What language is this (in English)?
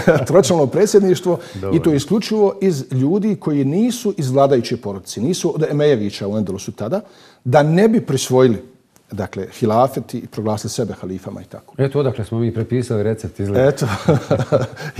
Bosnian